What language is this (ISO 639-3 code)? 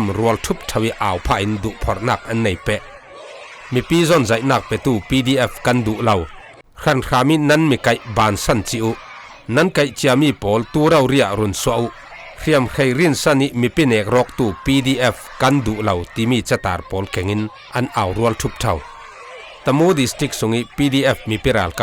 cfm